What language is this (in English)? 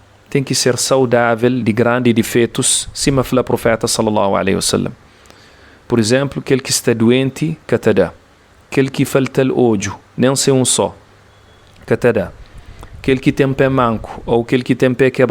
Kabuverdianu